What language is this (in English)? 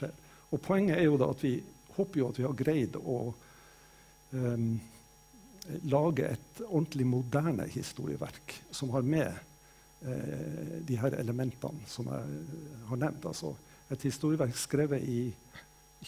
Norwegian